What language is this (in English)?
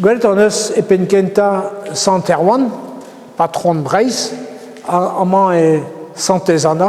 Breton